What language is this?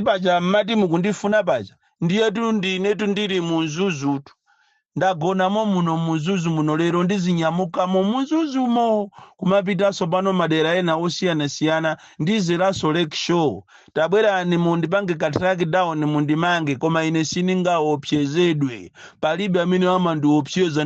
Nyanja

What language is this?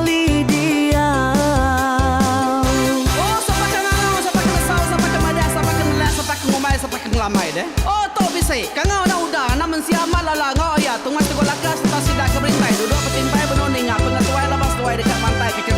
Iban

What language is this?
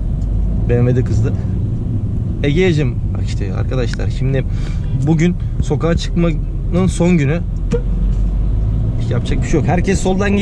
Turkish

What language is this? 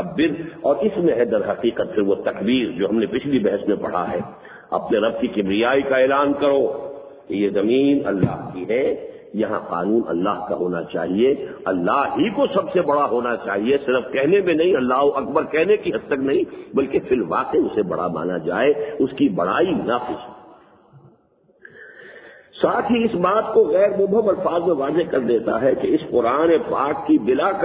Urdu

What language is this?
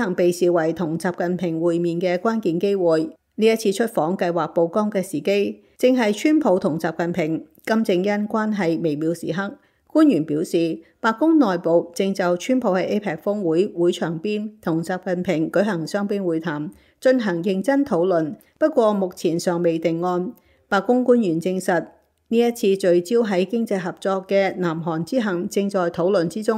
Cantonese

